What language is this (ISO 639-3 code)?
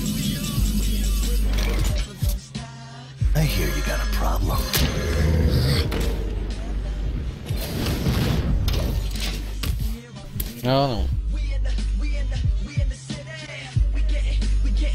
ces